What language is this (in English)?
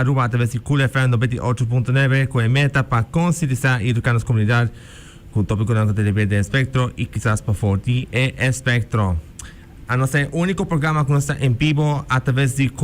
Papiamento